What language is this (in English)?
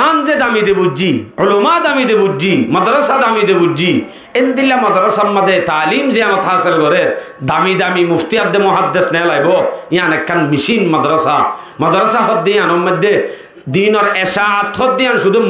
Rohingya